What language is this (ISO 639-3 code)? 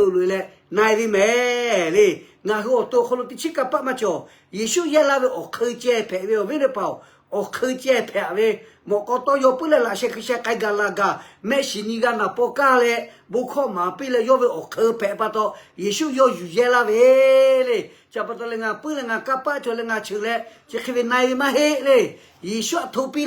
lhu